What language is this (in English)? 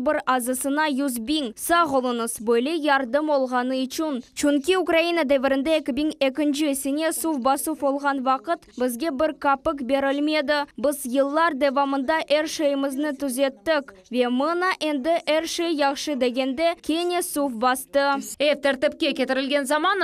Crimean Tatar